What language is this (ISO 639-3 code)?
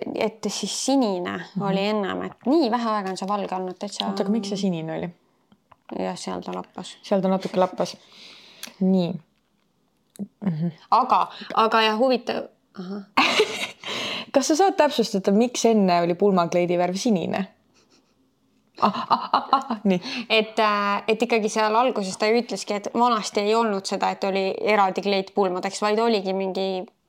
est